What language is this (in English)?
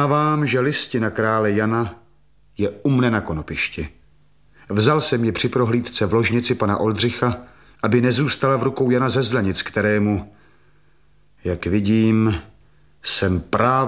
Czech